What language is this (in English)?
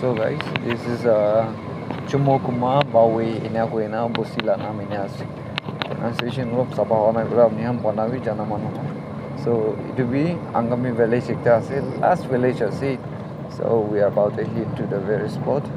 Naga Pidgin